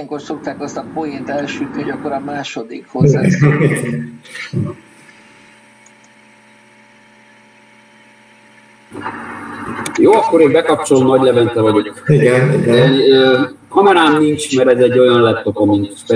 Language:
Hungarian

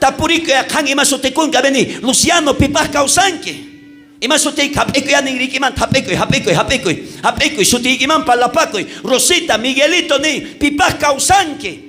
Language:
South Bolivian Quechua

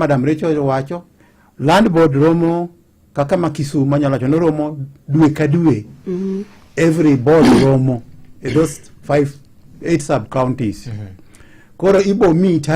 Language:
Luo (Kenya and Tanzania)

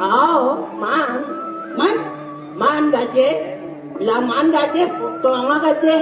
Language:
Balinese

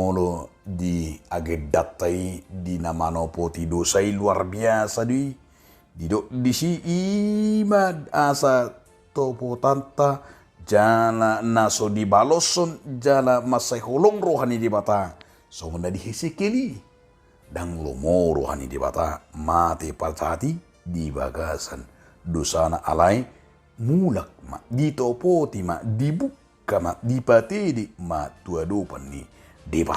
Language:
Batak Toba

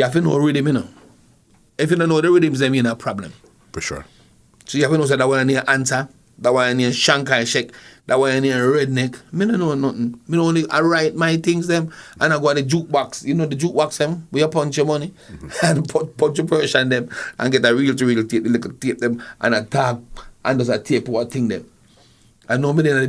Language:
Jamaican Creole English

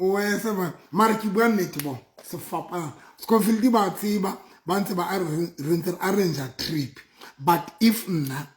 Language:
Southern Sotho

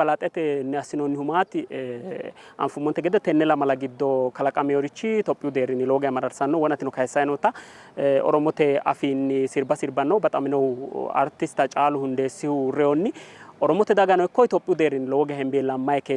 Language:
Sidamo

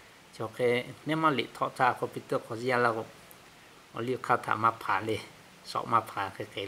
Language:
Lahu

